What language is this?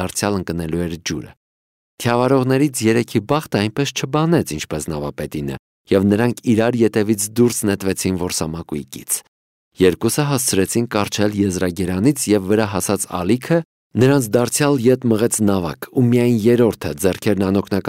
Armenian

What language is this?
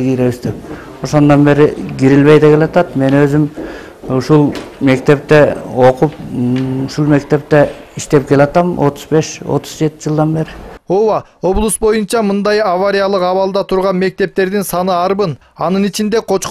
Kyrgyz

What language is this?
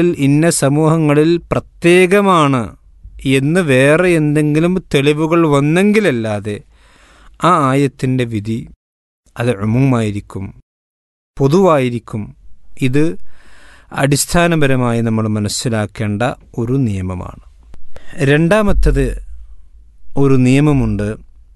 Malayalam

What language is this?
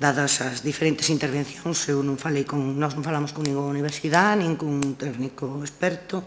Galician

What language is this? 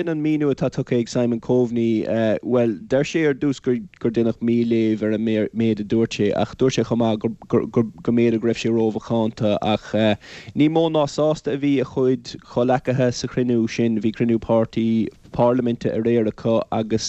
Irish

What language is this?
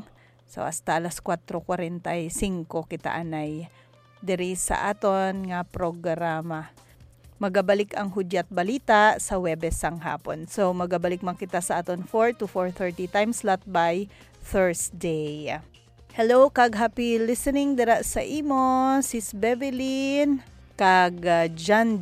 Hiligaynon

